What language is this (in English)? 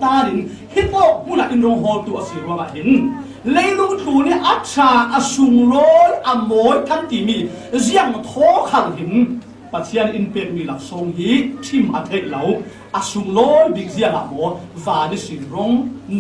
Falam Chin